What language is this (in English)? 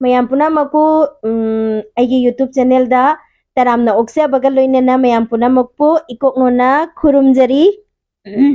Manipuri